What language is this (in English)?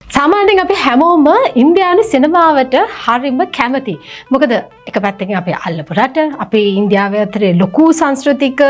Sinhala